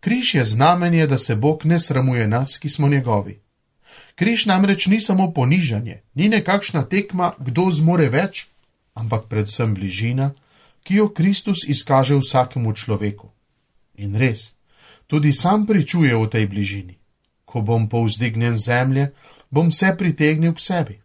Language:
Slovenian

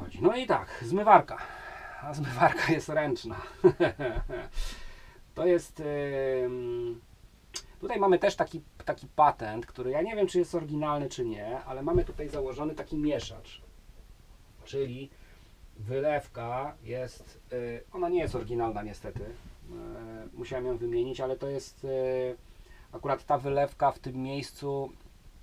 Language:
Polish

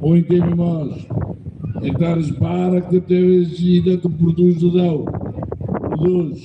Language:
Tetum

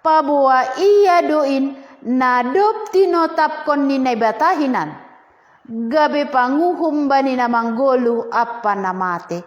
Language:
Batak Simalungun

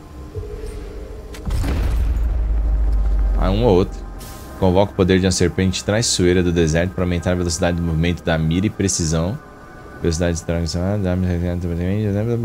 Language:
Portuguese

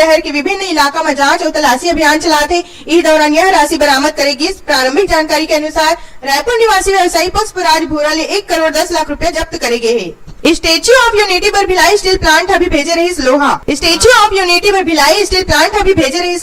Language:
Chhattisgarhi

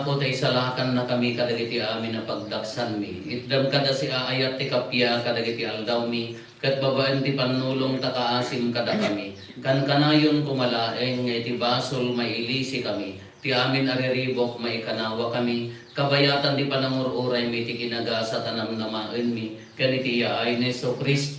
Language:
Iloko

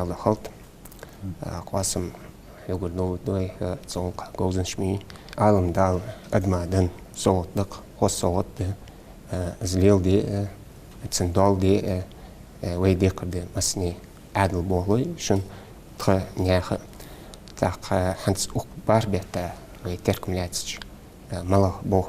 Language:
Ingush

